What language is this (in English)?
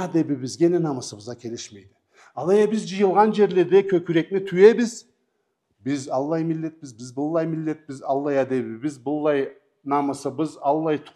Karachay-Balkar